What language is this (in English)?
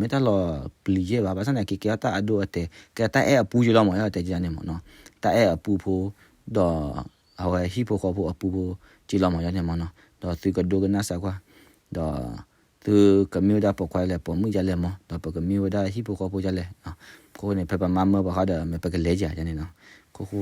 S'gaw Karen